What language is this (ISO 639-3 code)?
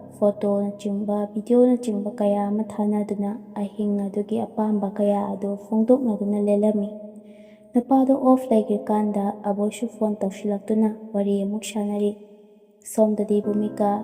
mni